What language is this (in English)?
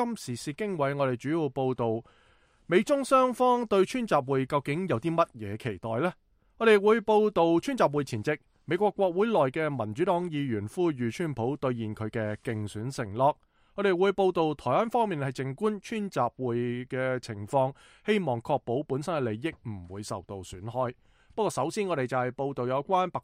Cantonese